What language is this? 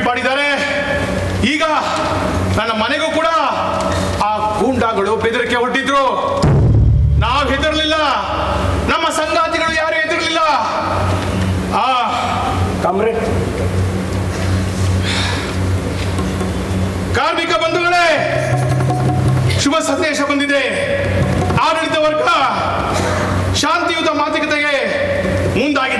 Kannada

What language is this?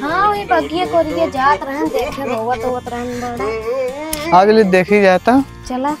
Awadhi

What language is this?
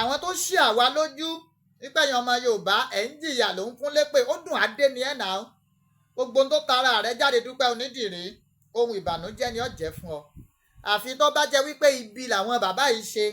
Yoruba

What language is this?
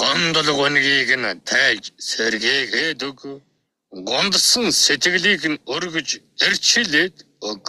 Mongolian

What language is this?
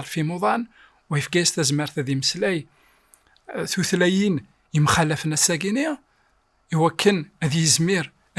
Kabyle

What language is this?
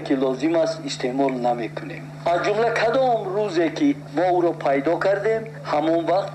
Tajik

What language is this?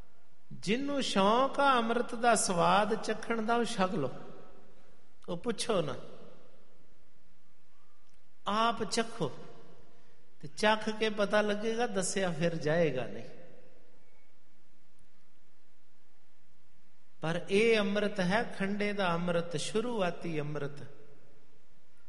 Punjabi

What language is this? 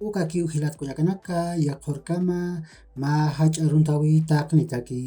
Aymara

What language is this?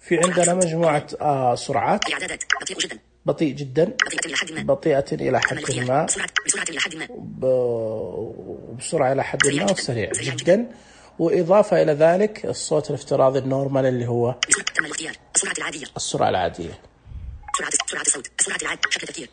Najdi Arabic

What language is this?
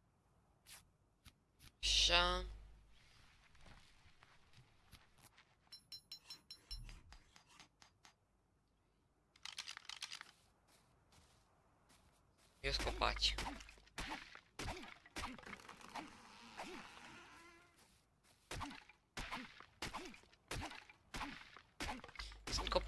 Romanian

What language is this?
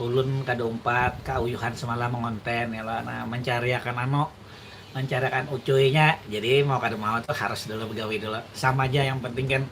Banjar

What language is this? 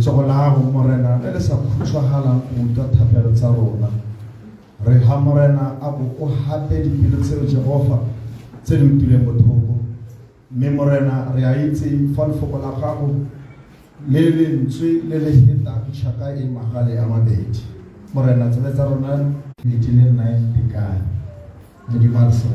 Tswana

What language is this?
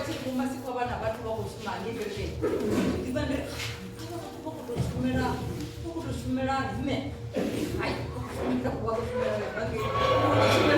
Venda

